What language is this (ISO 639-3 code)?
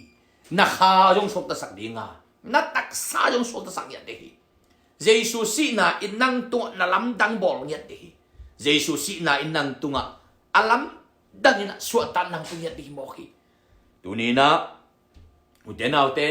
ctd